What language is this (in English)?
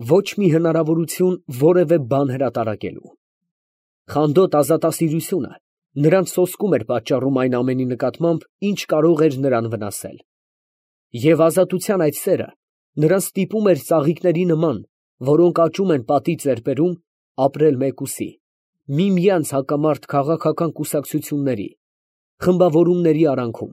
Armenian